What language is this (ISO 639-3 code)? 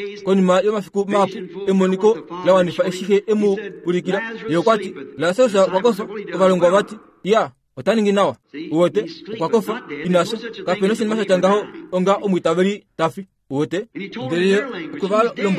kua